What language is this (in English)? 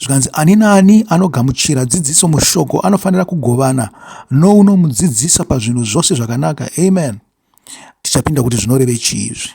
Shona